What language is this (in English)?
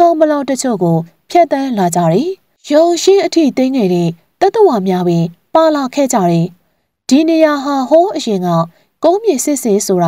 Burmese